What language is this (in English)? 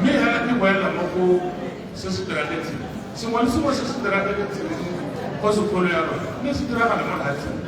Tswana